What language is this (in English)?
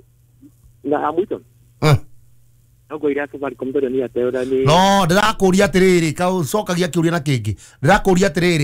Kikuyu